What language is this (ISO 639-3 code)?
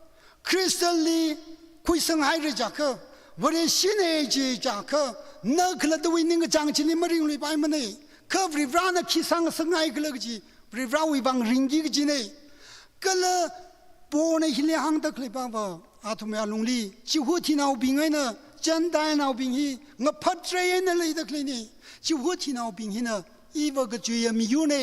nmf